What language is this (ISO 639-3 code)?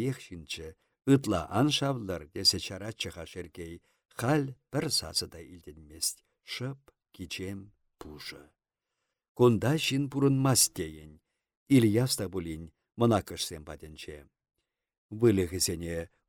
chv